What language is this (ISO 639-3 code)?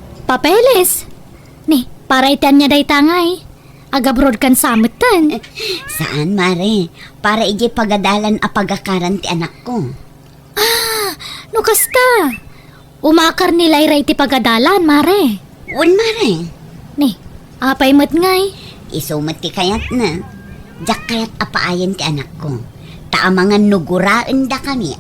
ilo